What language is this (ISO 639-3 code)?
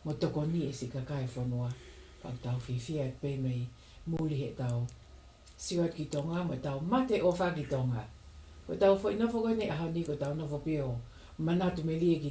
ton